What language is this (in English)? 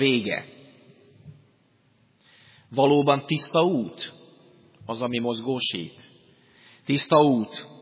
Hungarian